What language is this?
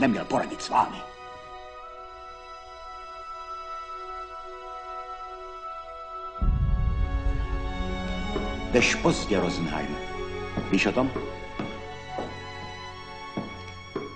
Czech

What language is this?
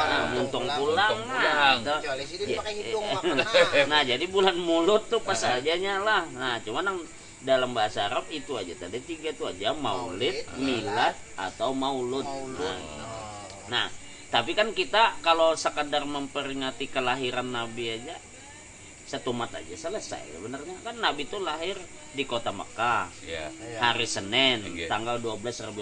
Banjar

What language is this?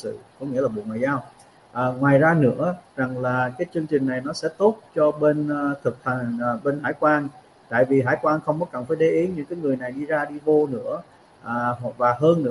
Vietnamese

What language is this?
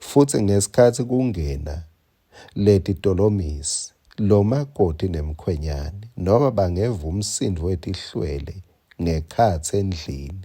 Swati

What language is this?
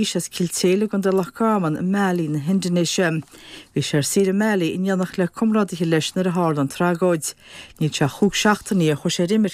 Irish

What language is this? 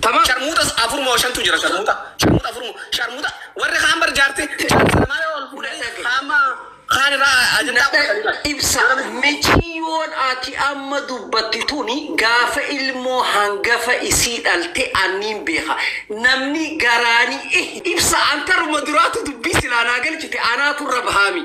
Oromo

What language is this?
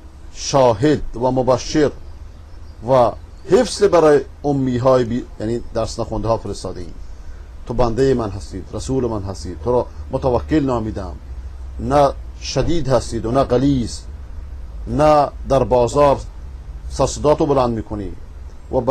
Persian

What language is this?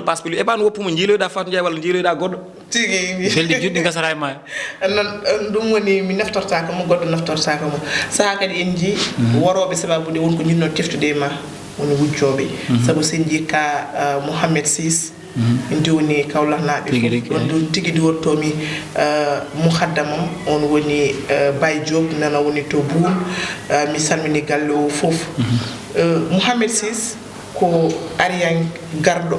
Fula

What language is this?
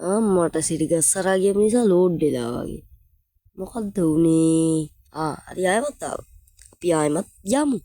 Sinhala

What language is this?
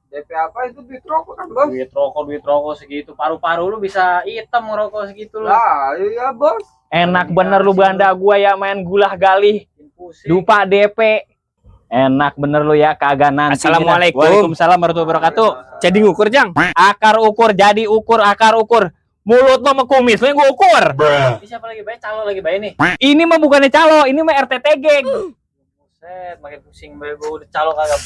Betawi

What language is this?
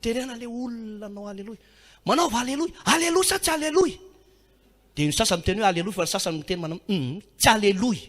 Malagasy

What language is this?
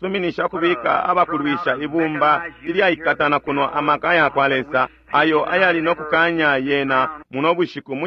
Bemba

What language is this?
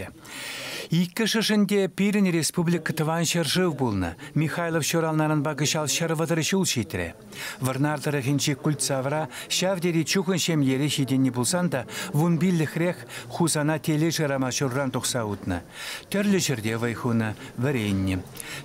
Chuvash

